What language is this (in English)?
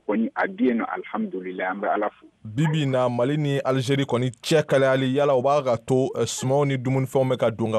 Bambara